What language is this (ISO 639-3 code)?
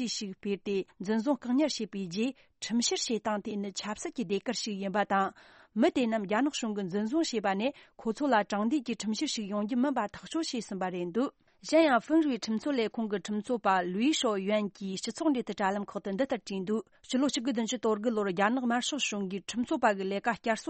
bod